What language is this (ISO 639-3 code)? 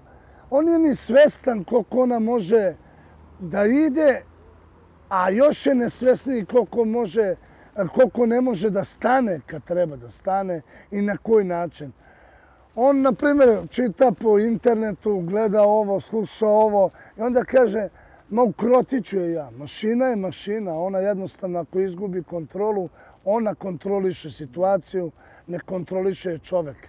srp